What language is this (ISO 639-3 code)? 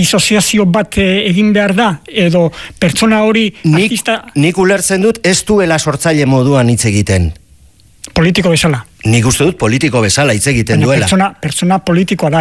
eus